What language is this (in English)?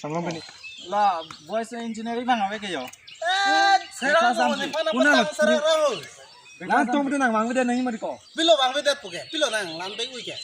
Karbi